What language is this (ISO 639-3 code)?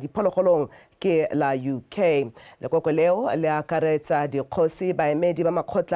tsn